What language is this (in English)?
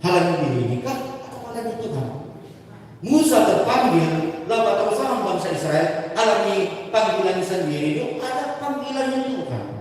Batak Simalungun